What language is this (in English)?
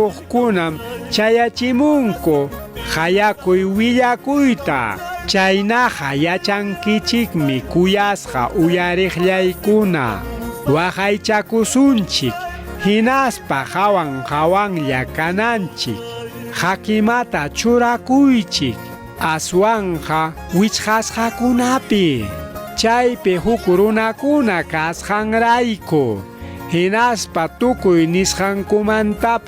Ayacucho Quechua